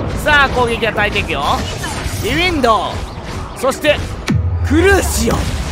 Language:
Japanese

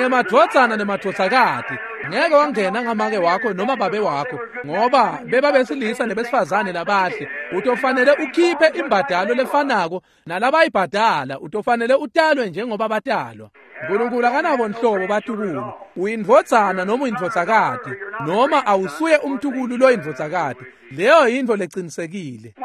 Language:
Swati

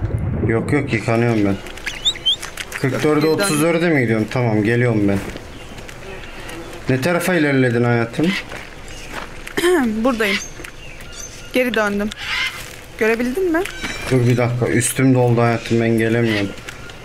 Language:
Turkish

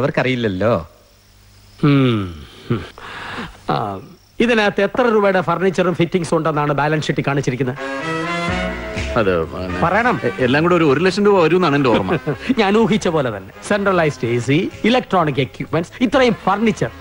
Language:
Malayalam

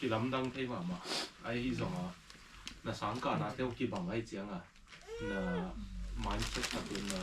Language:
Tedim Chin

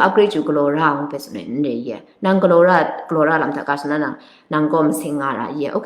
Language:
Kachin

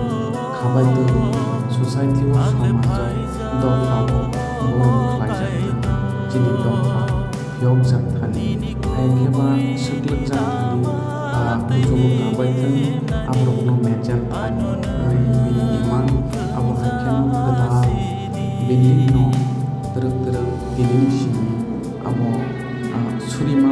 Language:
Kok Borok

